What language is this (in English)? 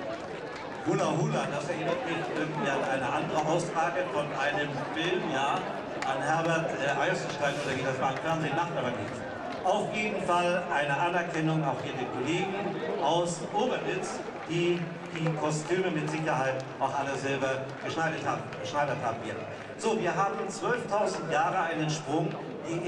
German